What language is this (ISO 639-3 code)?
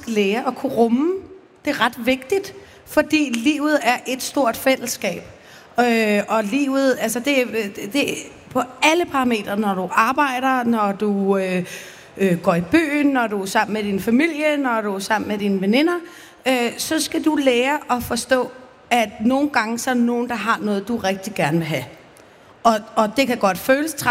dan